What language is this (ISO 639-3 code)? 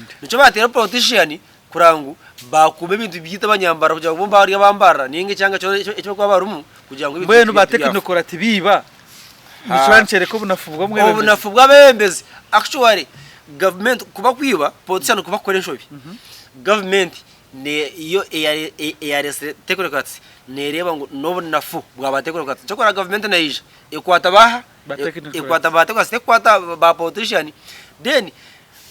nyn